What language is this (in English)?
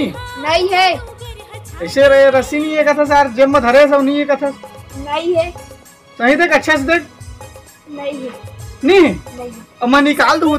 Chhattisgarhi